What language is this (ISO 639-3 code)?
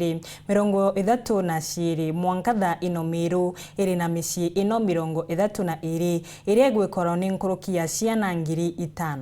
mer